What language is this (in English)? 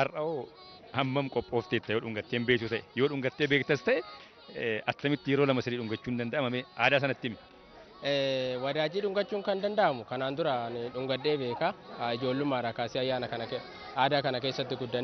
Oromo